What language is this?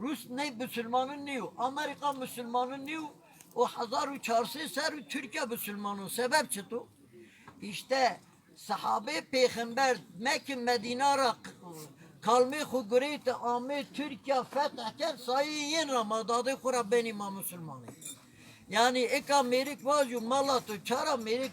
Zaza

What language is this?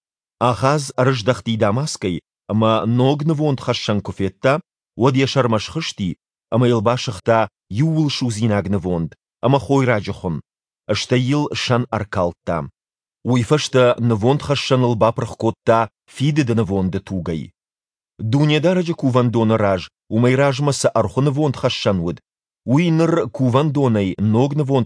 Ossetic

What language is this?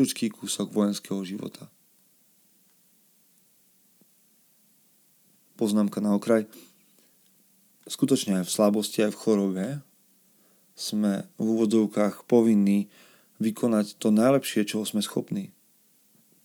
Slovak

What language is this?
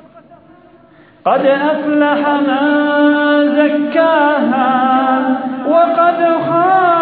Arabic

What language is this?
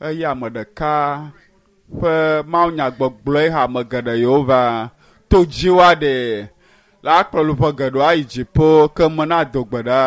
Ewe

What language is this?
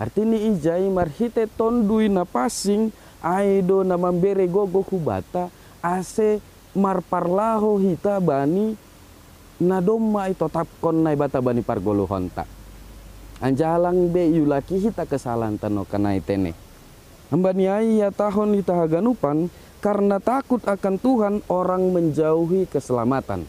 Batak Simalungun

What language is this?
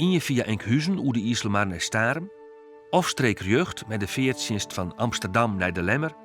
Western Frisian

